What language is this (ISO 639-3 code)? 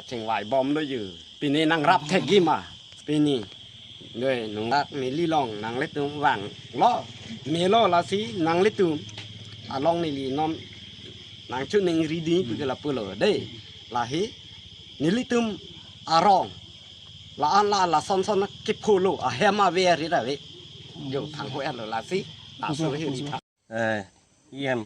mjw